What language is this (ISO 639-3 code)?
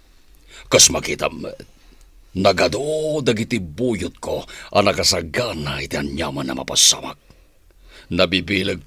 ilo